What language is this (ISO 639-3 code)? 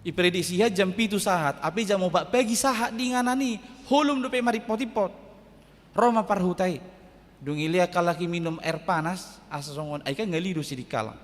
bbc